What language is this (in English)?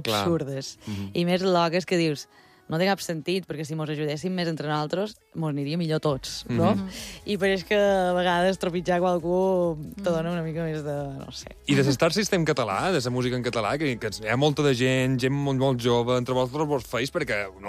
Catalan